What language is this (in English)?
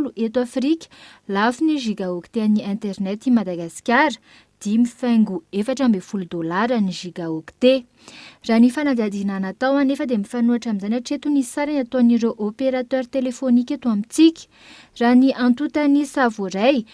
Malagasy